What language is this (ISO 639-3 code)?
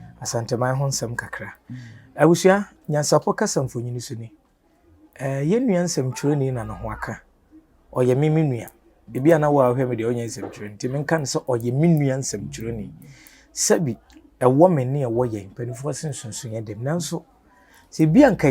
aka